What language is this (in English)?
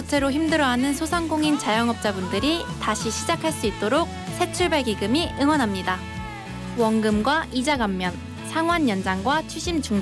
Korean